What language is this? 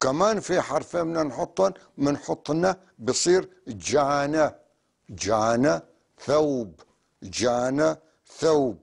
North Levantine Arabic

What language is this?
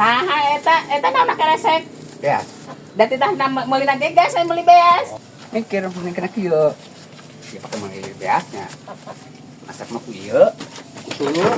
Sundanese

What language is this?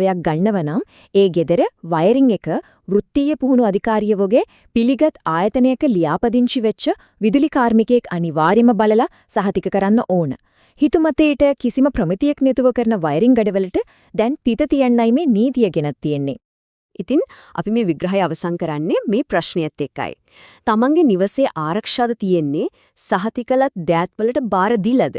Sinhala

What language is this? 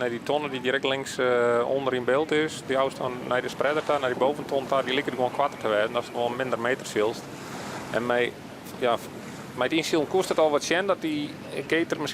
Western Frisian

